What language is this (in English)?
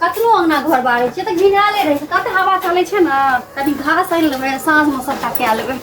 Maithili